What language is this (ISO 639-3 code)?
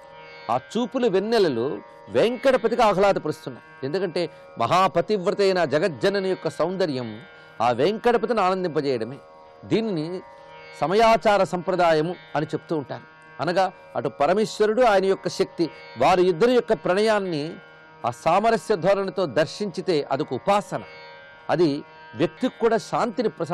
tel